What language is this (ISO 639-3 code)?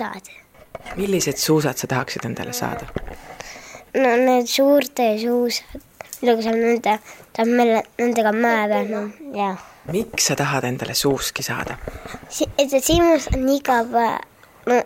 est